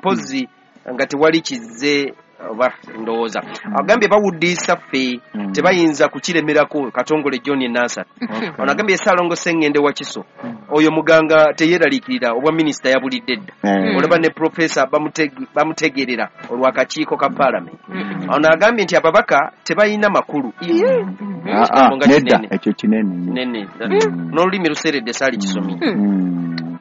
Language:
Ganda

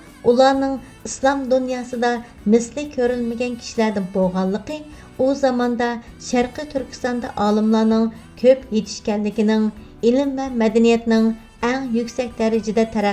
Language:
Uyghur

